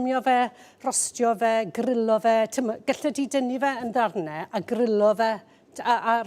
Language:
Welsh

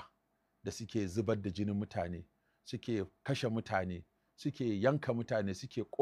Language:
Hausa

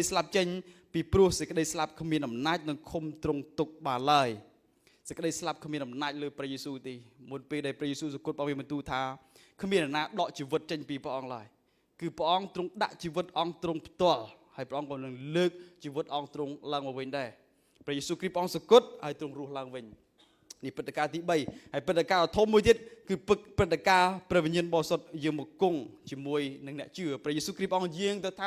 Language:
Khmer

